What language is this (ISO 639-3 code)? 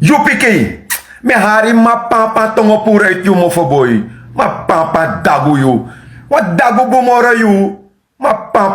srn